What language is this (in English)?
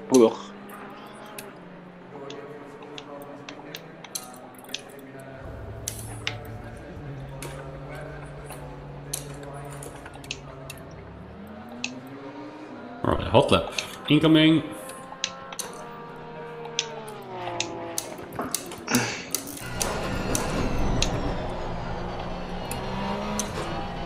Dutch